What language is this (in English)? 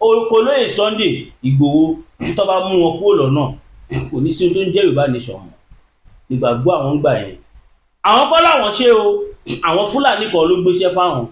Yoruba